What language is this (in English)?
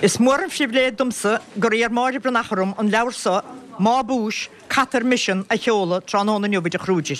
Irish